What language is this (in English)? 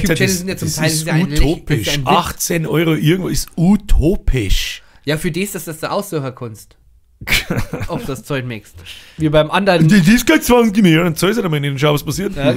Bavarian